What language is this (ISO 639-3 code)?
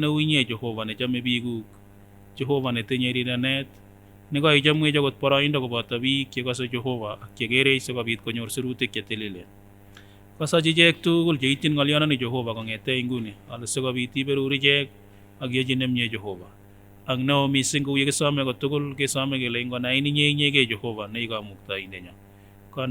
sgc